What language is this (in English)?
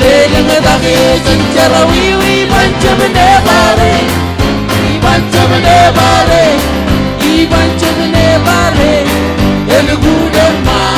Marshallese